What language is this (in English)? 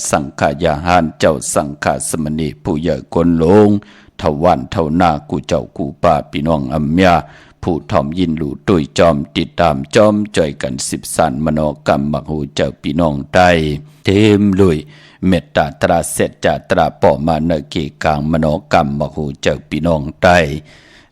Shan